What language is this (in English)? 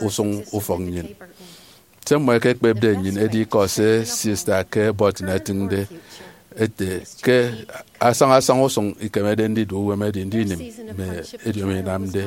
Efik